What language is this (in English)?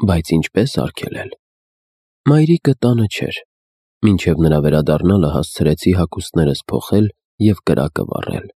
Armenian